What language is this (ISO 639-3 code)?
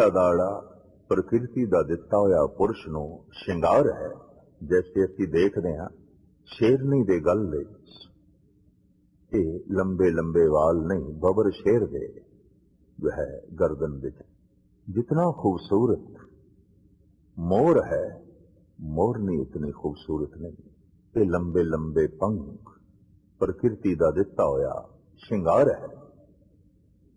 pan